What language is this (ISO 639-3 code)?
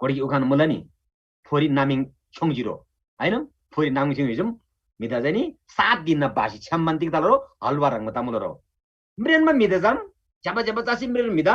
taj